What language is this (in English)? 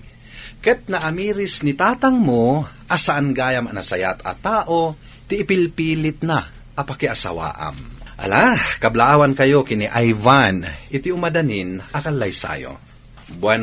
Iloko